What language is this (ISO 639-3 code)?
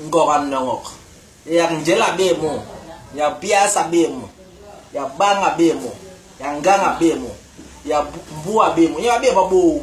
bas